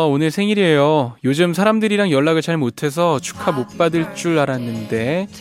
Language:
Korean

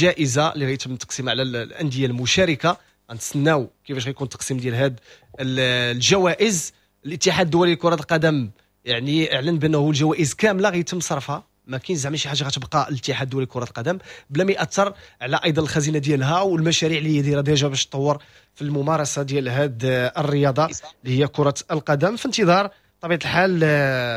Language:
Moroccan Arabic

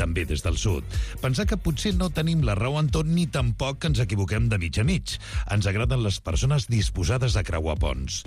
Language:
Catalan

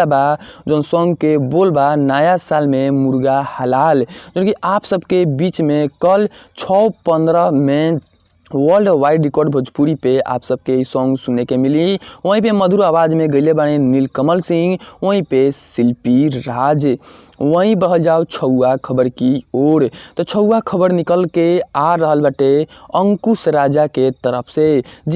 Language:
Bhojpuri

